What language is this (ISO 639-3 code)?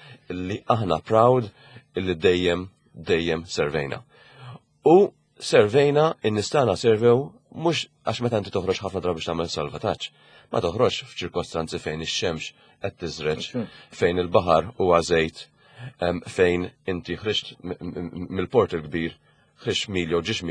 mlt